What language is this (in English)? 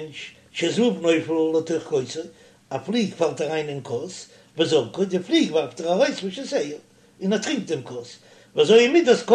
Yiddish